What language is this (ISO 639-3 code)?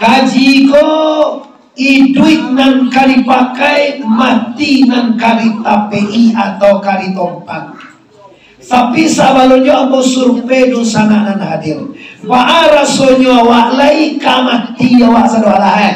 min